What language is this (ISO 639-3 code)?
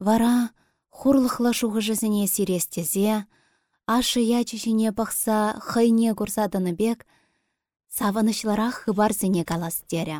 chv